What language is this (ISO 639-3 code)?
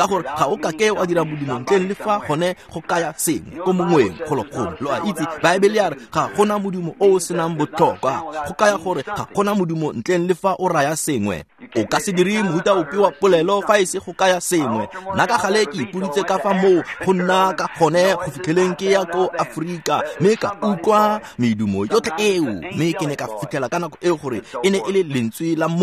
tsn